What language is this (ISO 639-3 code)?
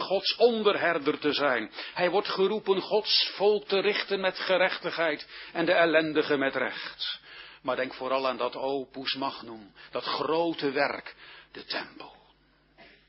nld